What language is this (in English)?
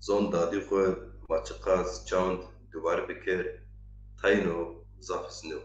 Zaza